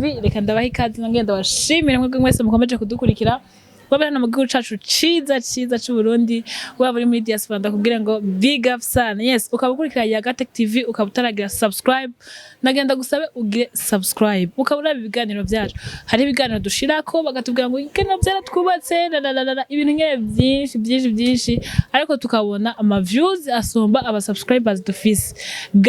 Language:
Rundi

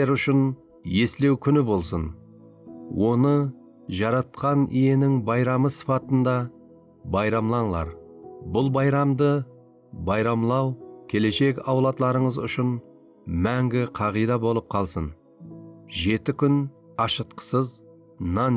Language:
Kara-Kalpak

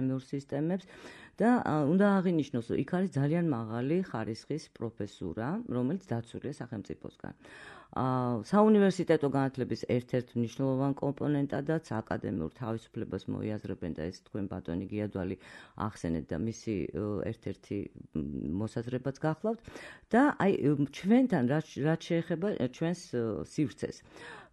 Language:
Georgian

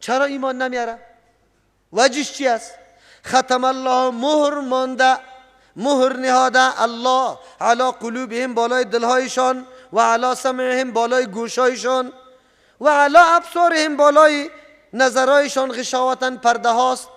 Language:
Persian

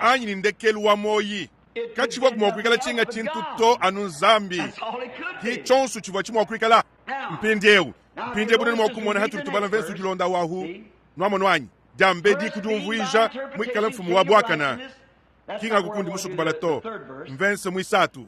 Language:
Luba-Lulua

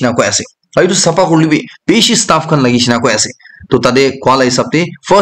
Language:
Naga Pidgin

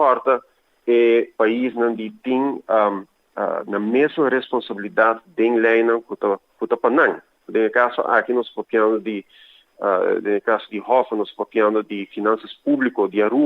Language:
Papiamento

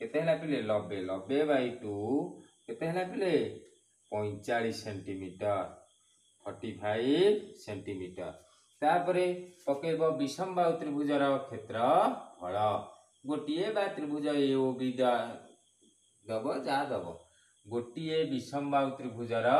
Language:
Odia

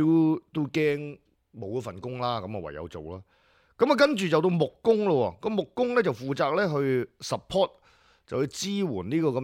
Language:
Cantonese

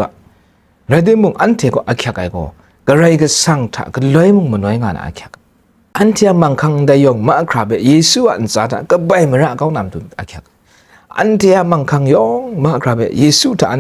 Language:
Kachin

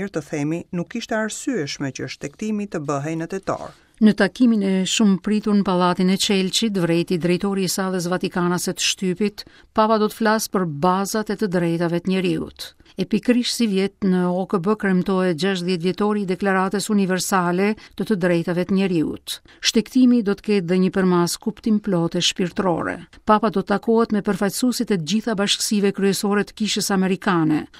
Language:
Albanian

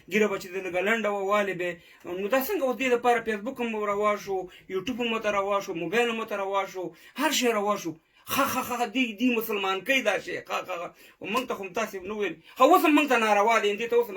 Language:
Pashto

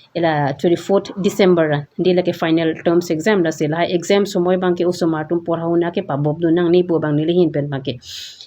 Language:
Karbi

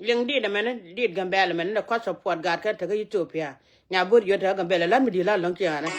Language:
Nuer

